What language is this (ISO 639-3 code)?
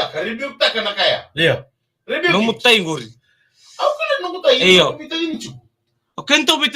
fij